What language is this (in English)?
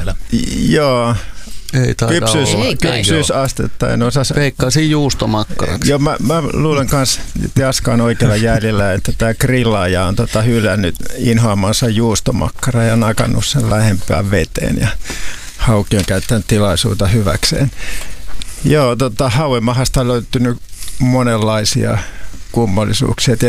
Finnish